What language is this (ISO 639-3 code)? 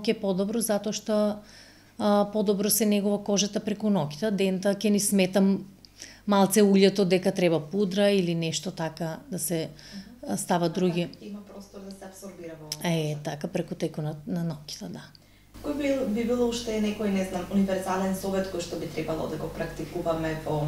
mkd